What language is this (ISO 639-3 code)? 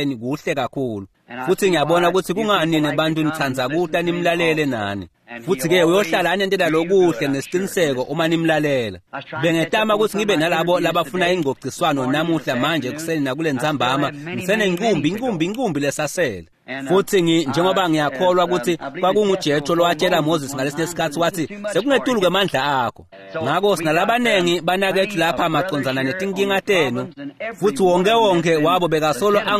ssw